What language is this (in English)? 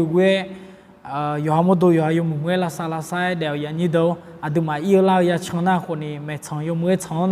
Akha